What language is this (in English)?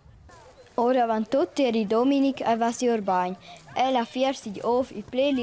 Romansh